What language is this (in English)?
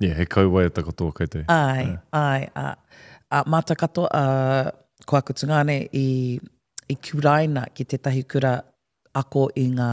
Māori